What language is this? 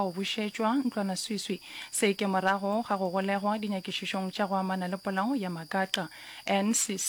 Northern Sotho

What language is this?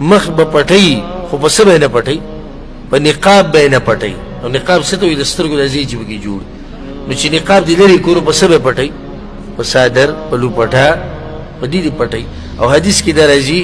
Pashto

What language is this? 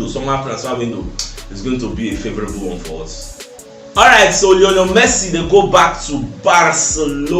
Nigerian Pidgin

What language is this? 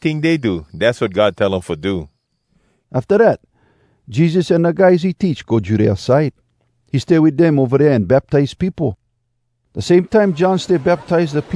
Hawai'i Creole English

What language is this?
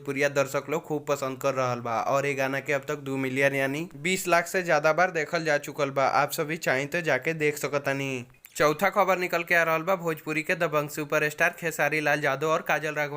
Bhojpuri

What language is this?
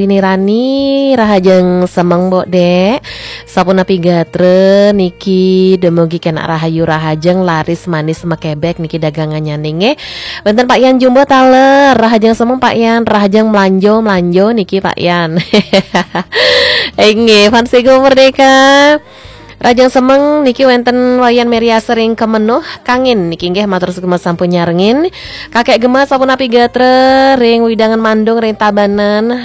Balinese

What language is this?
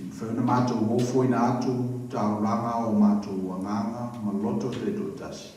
Samoan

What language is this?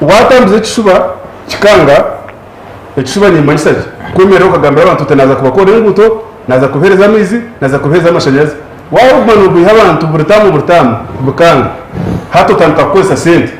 Nyankole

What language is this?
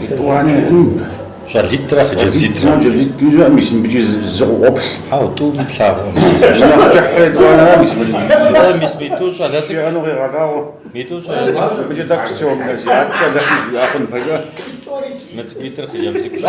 Kabardian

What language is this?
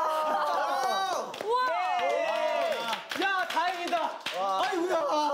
Korean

